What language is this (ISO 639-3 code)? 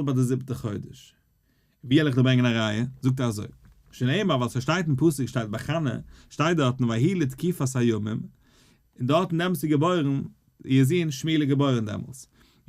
yid